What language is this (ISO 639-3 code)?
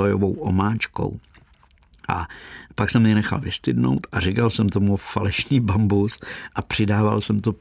ces